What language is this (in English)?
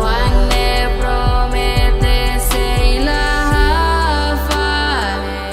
Tetum